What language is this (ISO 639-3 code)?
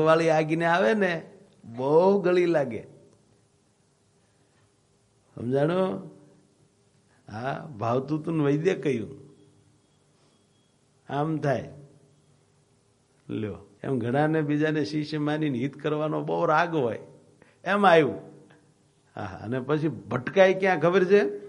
guj